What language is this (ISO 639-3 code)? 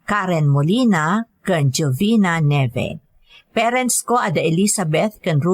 ilo